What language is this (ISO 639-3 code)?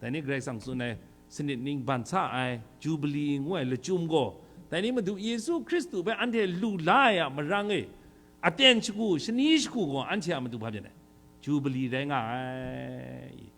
kac